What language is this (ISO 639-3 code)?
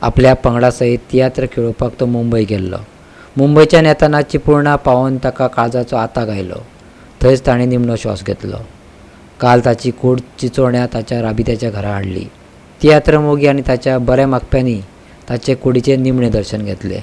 kok